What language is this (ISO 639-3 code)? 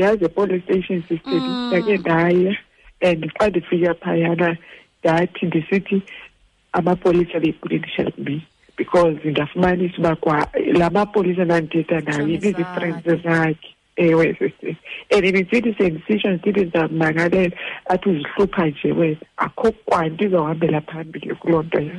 xho